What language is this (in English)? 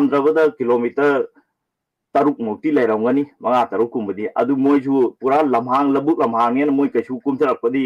Manipuri